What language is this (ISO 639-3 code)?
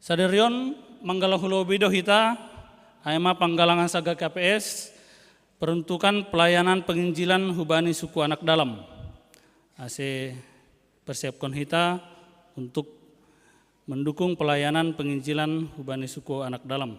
bts